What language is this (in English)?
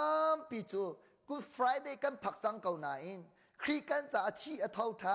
Hakha Chin